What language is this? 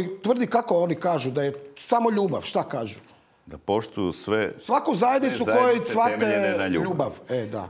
Croatian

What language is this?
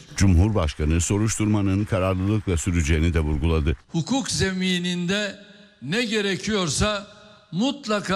Turkish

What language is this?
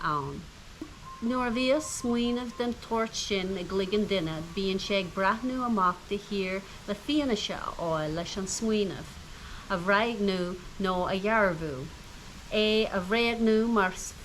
Irish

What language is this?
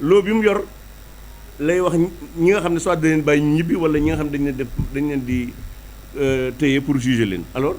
Wolof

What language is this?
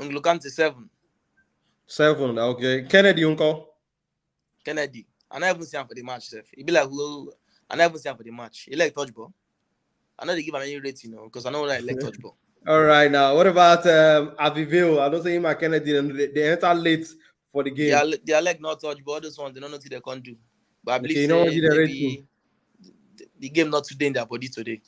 Nigerian Pidgin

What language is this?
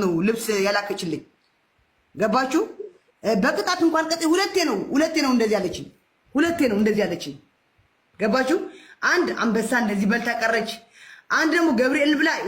Amharic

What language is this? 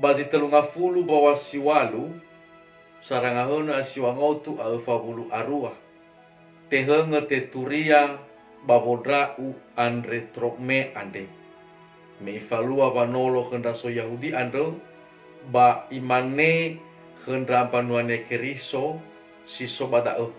Nias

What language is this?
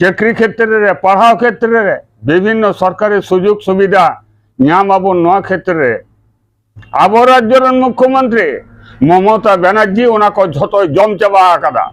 Santali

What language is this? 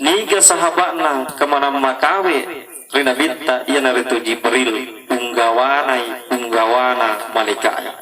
Buginese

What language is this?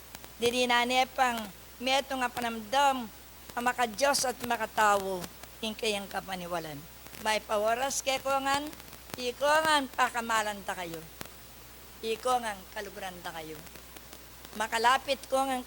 Pampanga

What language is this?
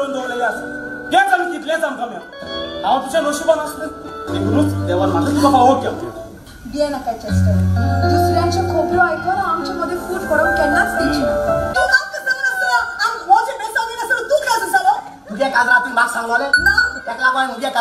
Konkani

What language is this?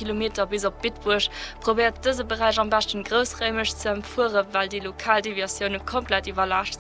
Luxembourgish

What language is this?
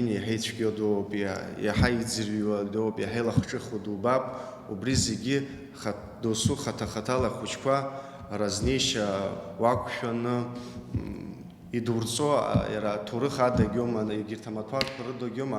Abkhazian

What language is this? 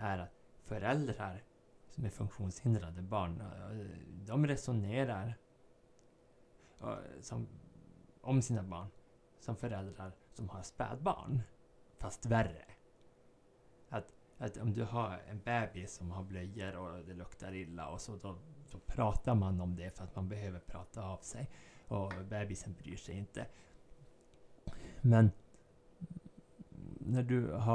Swedish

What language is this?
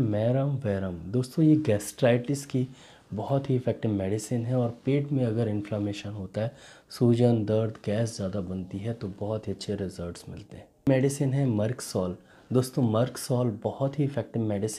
Hindi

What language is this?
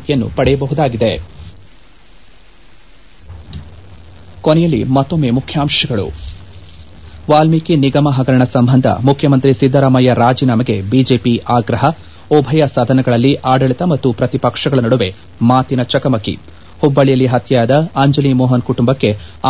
Kannada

